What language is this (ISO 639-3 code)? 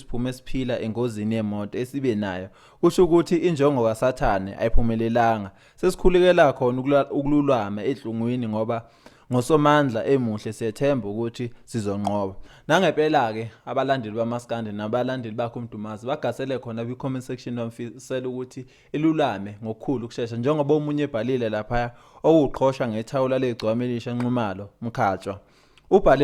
zul